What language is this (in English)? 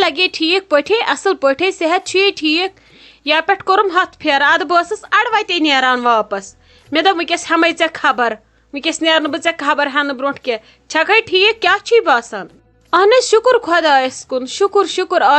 Kashmiri